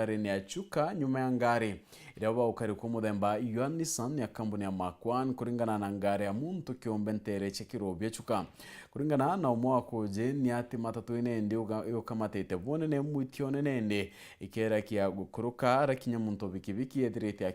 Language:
Meru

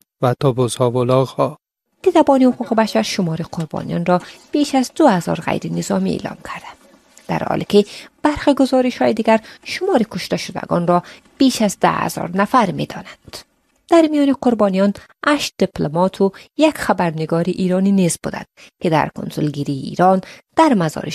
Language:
Persian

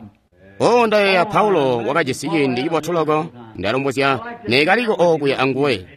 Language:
Tonga (Zambia)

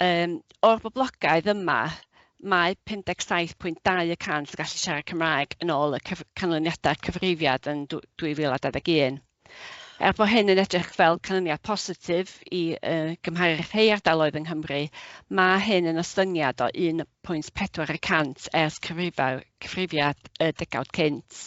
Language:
Welsh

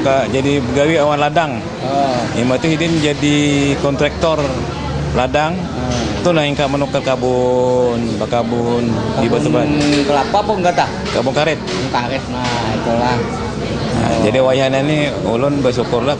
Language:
Banjar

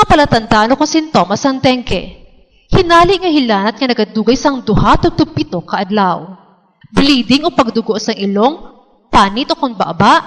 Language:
Hiligaynon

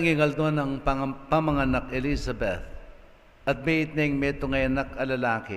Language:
Pampanga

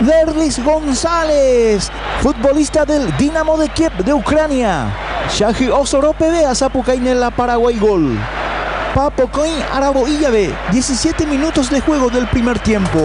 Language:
Guarani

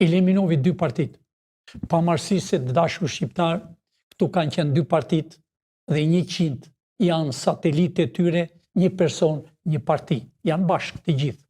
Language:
Albanian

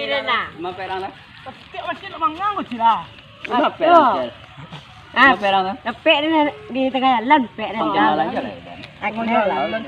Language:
Minangkabau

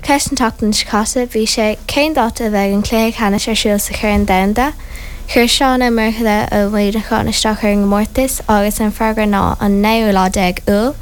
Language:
Irish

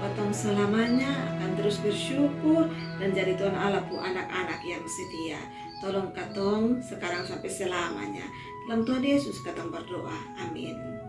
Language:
Kupang Malay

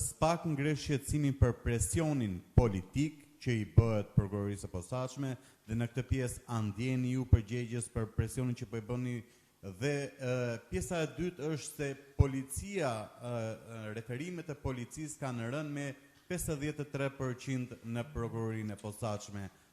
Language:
Albanian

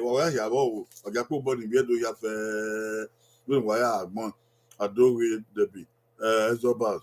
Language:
Bini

